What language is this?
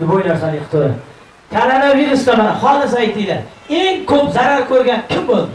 Uzbek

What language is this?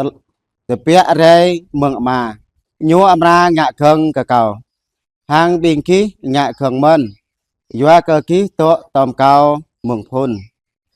Jarai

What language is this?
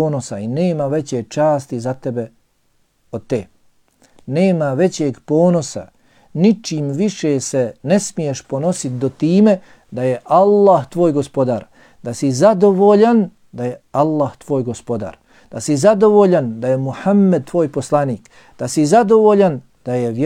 Bosnian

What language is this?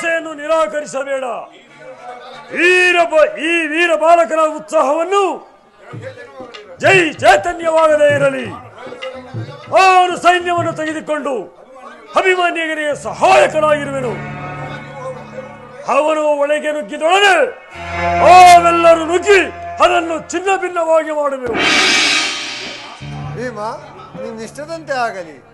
Kannada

